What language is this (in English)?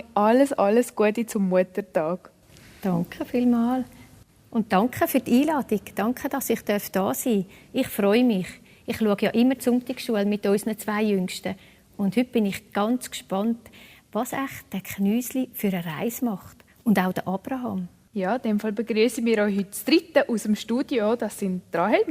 Swiss German